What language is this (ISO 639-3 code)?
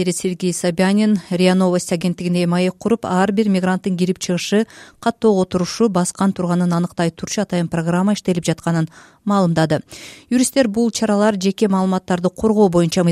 kir